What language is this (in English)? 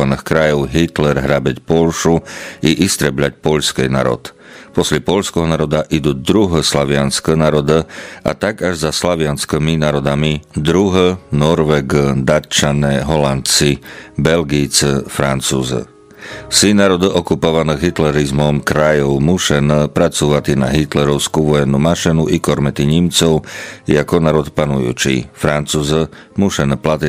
Rusyn